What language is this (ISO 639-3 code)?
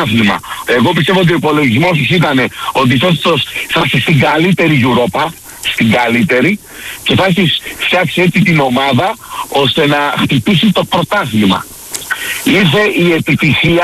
ell